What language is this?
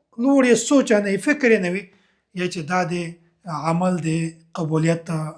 Pashto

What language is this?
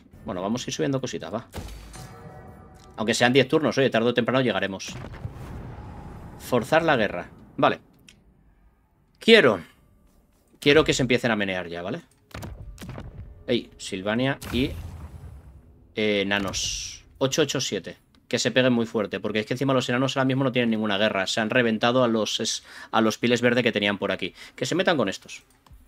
Spanish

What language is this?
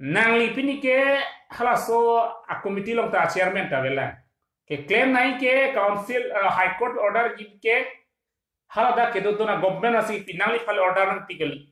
Karbi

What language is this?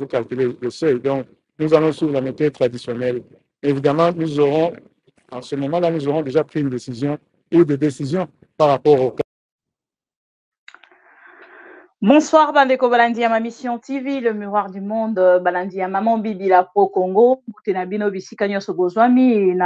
French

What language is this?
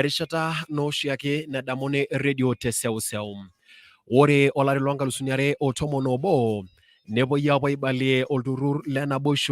Masai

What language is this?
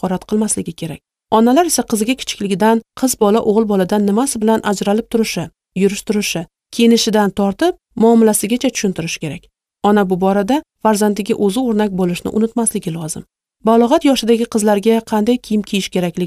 Uzbek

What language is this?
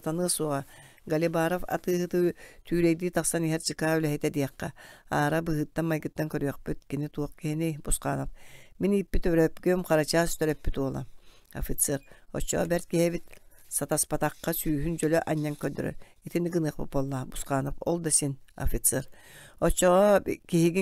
Yakut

